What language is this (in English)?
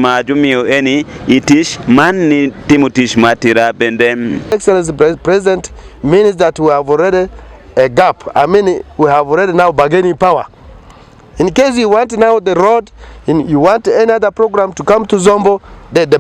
Acoli